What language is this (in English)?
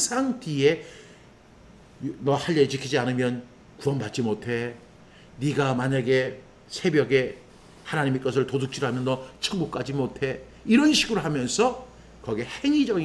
Korean